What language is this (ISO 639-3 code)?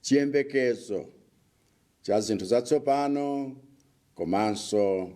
nya